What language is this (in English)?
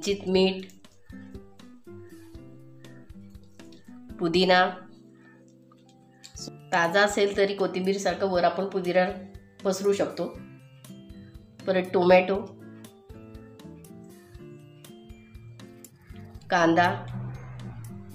Marathi